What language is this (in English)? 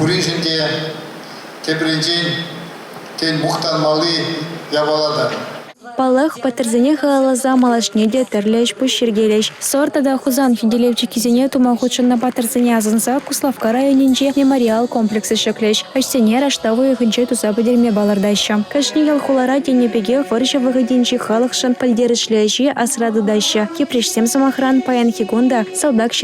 Chuvash